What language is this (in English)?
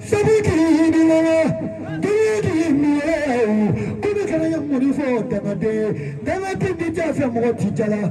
Bambara